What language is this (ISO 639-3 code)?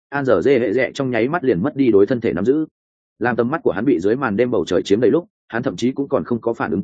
vie